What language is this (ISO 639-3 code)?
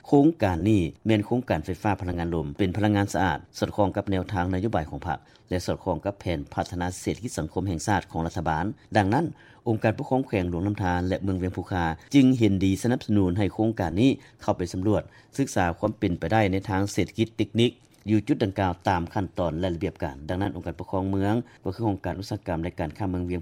lao